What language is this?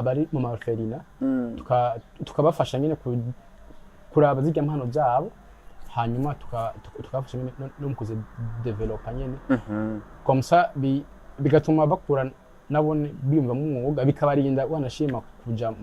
Rundi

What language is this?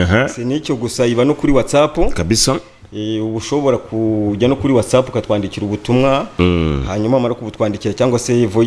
Kinyarwanda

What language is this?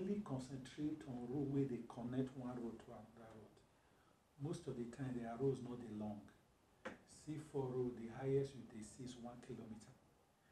Nigerian Pidgin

